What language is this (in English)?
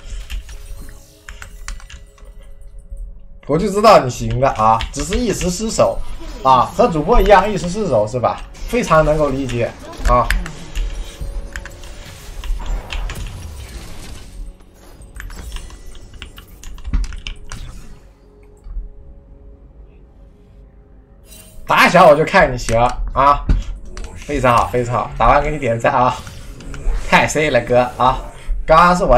Chinese